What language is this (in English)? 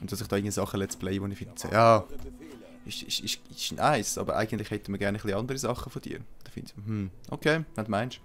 Swiss German